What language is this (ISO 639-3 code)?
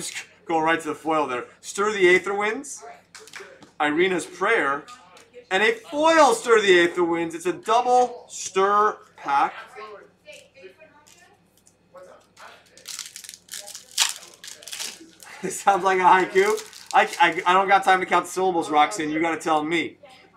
eng